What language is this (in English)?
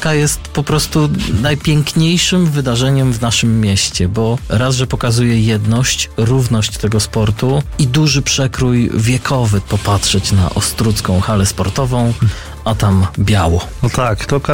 Polish